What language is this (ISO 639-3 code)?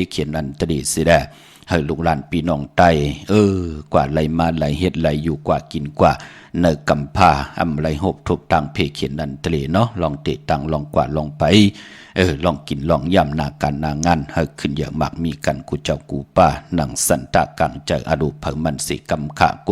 shn